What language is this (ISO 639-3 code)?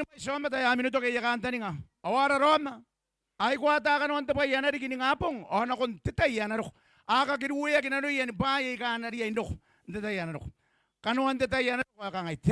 gil